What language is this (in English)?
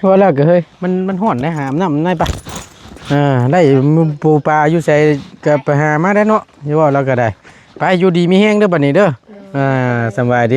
Northeastern Thai